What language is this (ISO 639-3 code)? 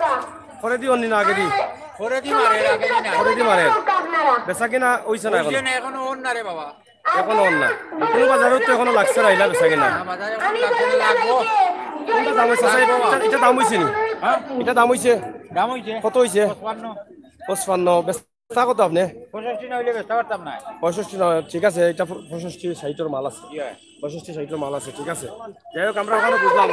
syl